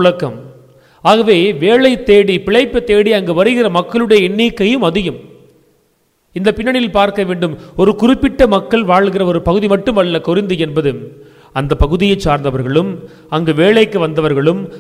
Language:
Tamil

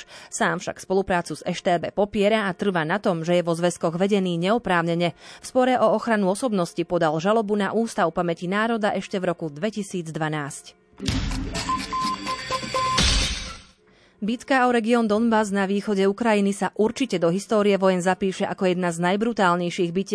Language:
Slovak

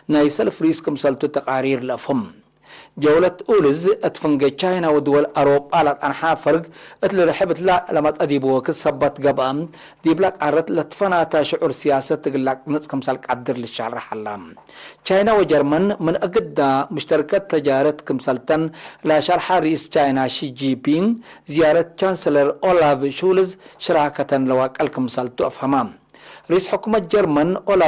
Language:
Tigre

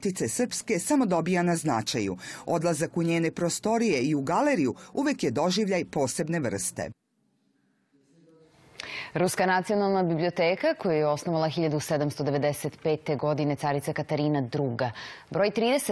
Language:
Serbian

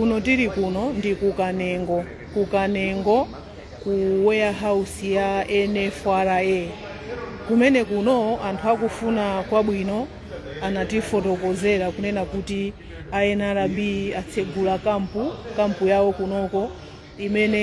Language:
Nyanja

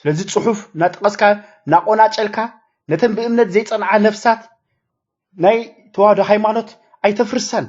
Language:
Tigrinya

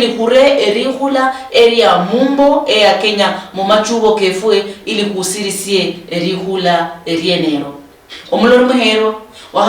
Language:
Luyia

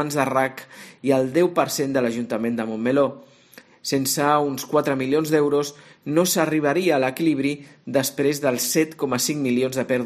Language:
Catalan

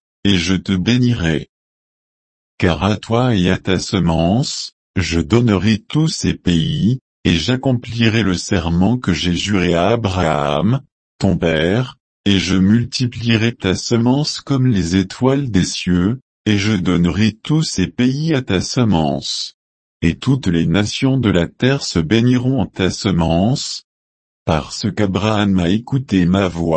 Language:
French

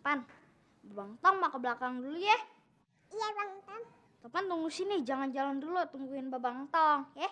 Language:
Betawi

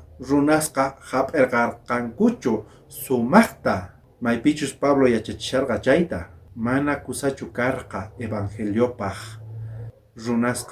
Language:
South Bolivian Quechua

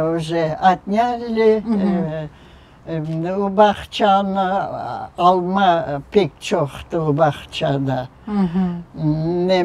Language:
Crimean Tatar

